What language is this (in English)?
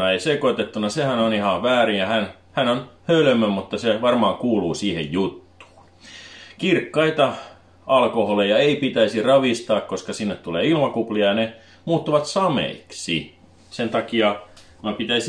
Finnish